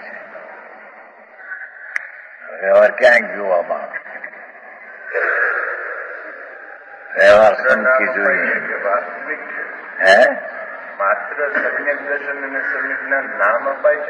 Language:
Gujarati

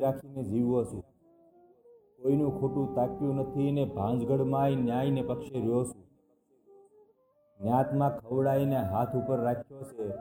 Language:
Gujarati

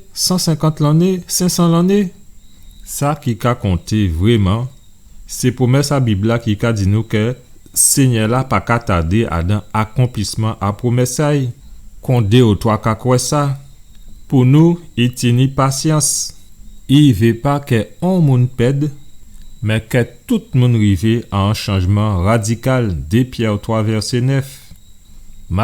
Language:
Guadeloupean Creole French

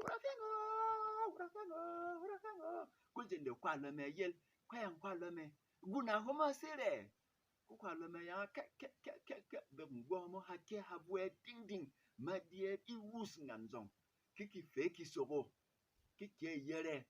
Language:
Berom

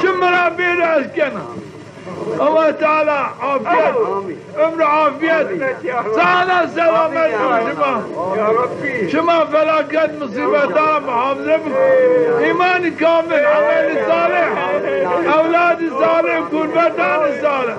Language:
Zaza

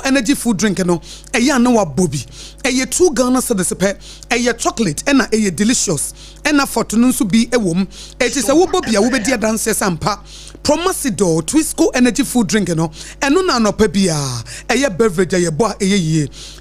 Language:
Akan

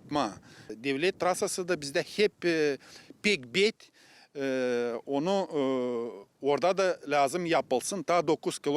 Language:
Gagauz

